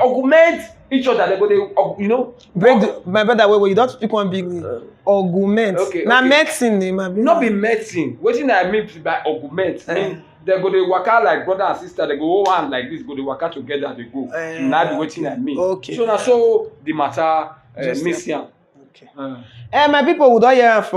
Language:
Nigerian Pidgin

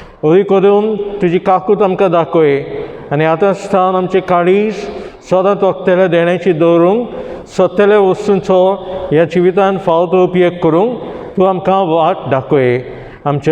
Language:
Konkani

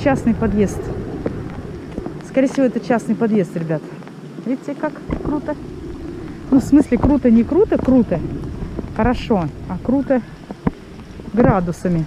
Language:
Russian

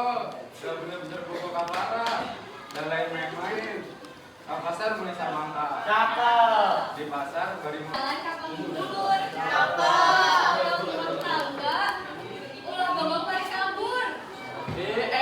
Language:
Sundanese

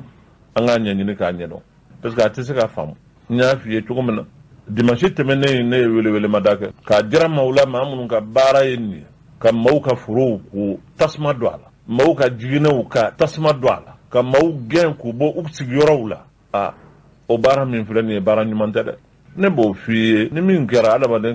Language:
Bambara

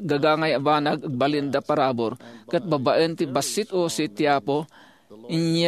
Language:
Iloko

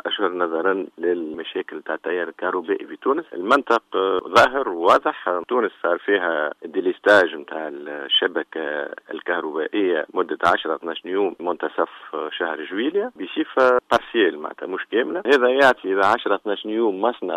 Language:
Tunisian Arabic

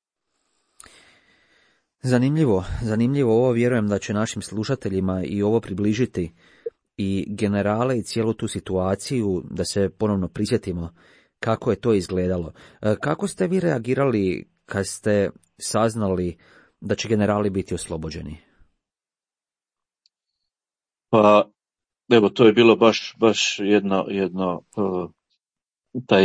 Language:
Croatian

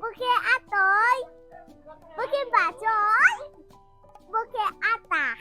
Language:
Riang (India)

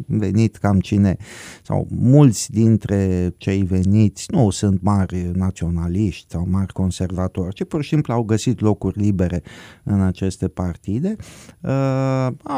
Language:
Romanian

